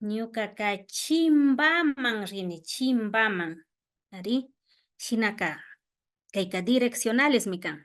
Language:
Imbabura Highland Quichua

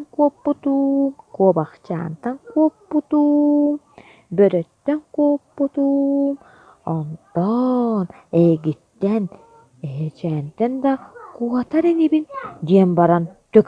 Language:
Yakut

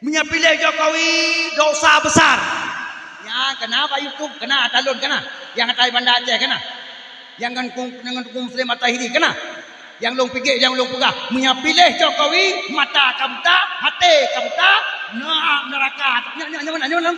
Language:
Achinese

